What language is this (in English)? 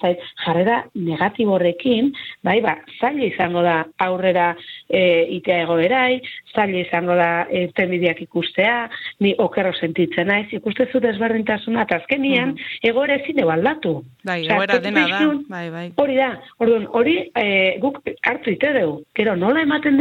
Basque